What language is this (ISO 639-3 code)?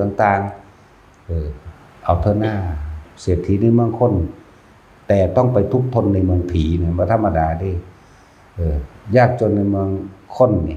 tts